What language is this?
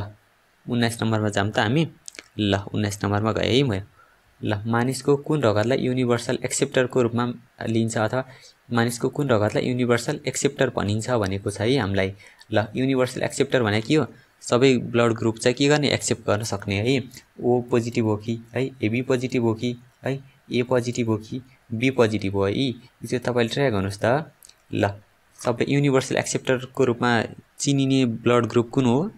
Nepali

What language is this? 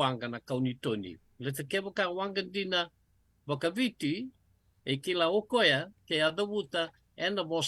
Fijian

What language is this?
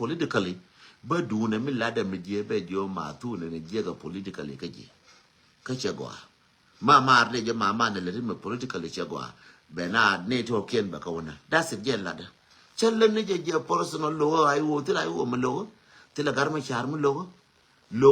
Nuer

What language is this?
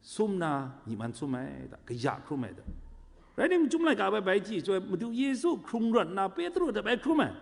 Kachin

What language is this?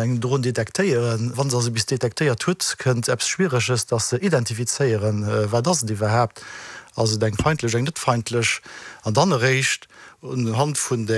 Luxembourgish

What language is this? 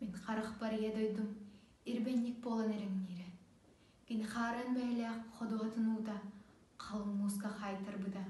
Yakut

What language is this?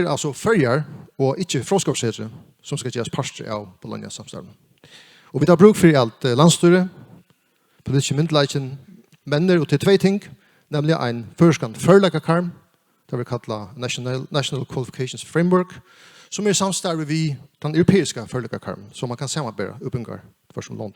Faroese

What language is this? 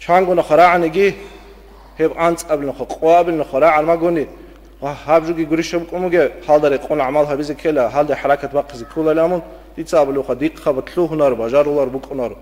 Avaric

